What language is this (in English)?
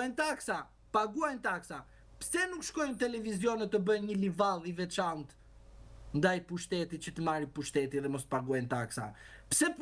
Albanian